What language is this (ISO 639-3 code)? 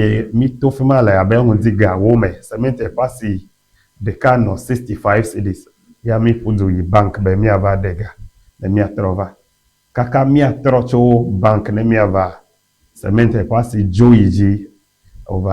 ewe